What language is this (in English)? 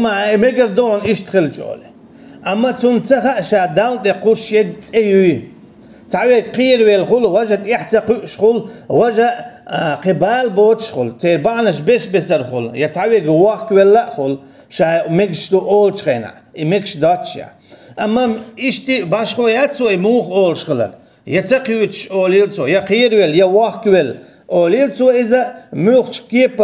Chechen